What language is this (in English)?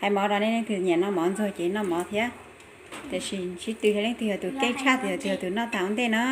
Hmong